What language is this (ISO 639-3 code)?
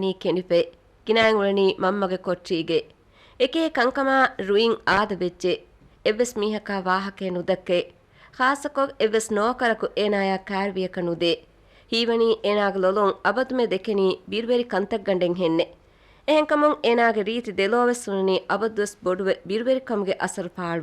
div